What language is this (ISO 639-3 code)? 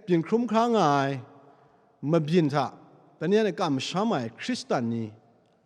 kac